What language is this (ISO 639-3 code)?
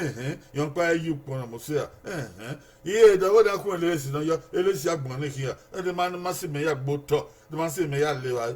bin